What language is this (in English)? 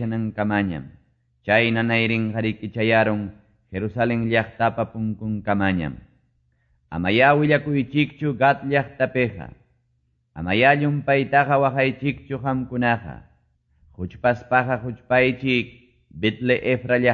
Quechua